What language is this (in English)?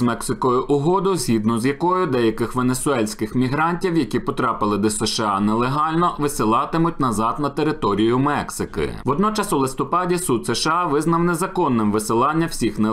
Ukrainian